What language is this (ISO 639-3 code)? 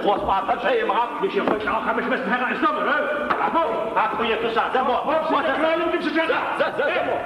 ady